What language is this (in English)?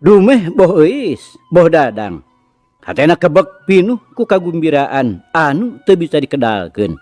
Sundanese